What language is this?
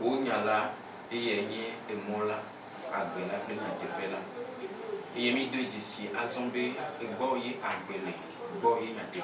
Ewe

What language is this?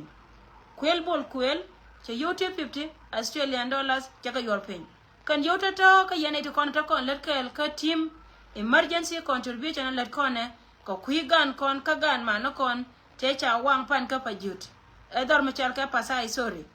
Nuer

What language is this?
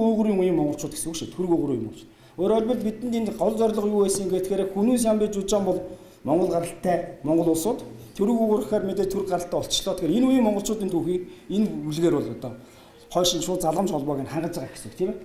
Mongolian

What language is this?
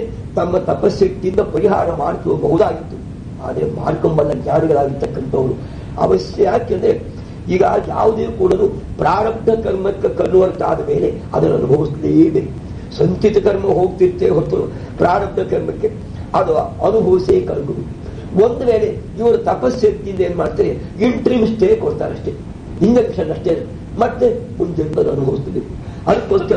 Kannada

